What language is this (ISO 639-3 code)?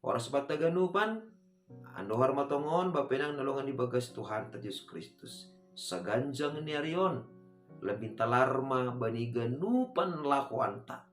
bts